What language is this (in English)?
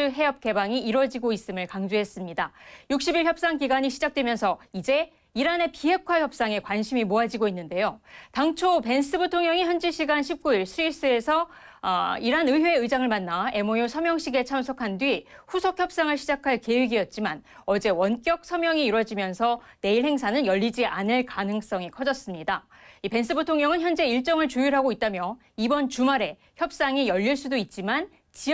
Korean